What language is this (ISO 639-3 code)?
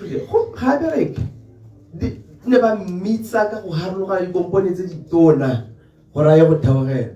tsn